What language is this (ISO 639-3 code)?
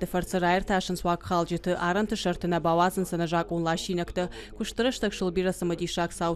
oss